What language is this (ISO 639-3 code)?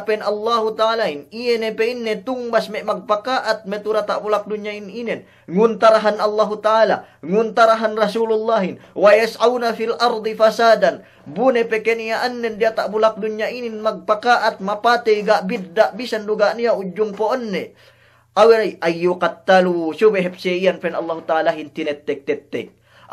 yka